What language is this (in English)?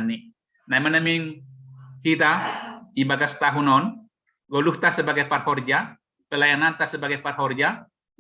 Batak Simalungun